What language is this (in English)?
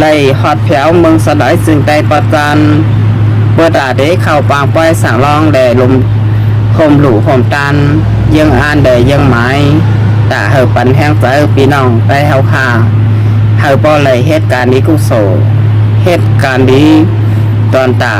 Shan